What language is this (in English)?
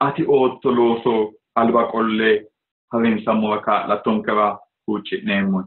Sidamo